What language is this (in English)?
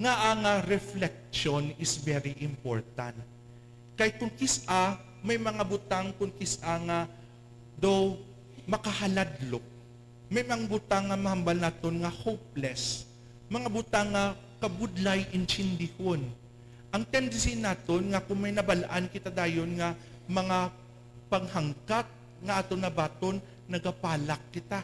Hiligaynon